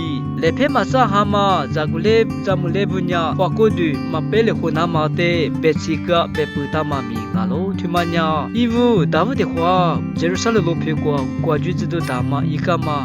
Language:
Lisu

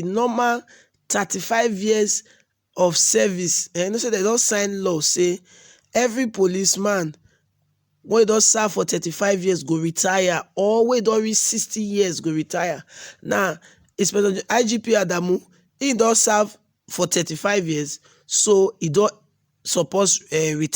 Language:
Nigerian Pidgin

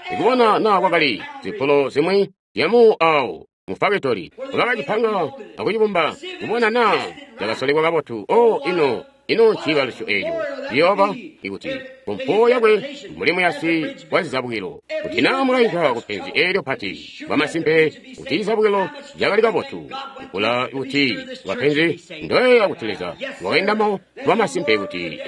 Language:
Tonga (Zambia)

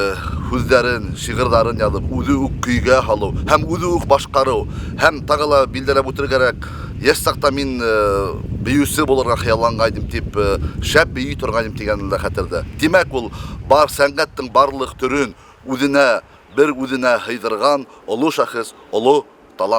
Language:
Bashkir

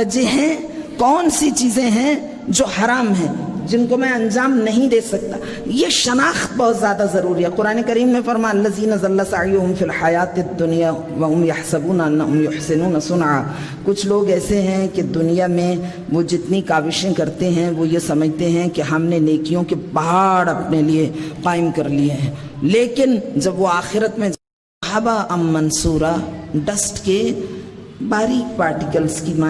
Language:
Urdu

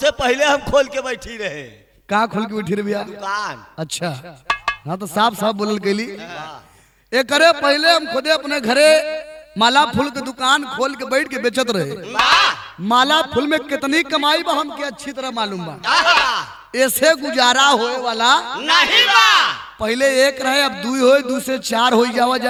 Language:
Bhojpuri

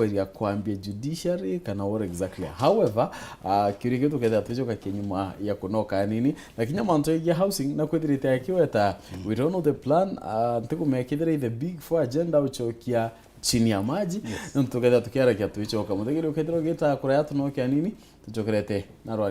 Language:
Meru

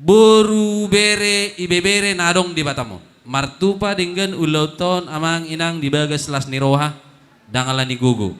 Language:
Batak Toba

